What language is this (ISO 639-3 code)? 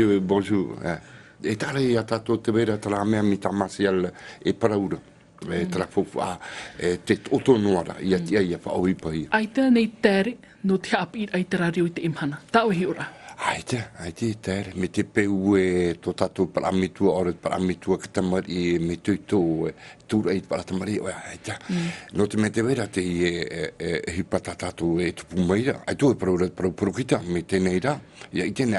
tah